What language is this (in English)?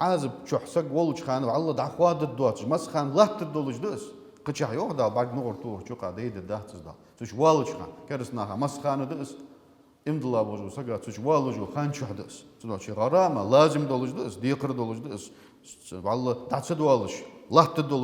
Ingush